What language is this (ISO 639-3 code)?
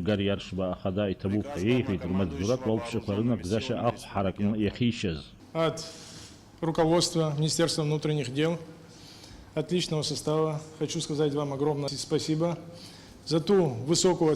abk